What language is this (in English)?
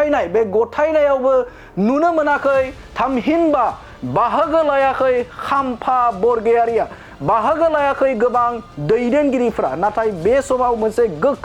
Bodo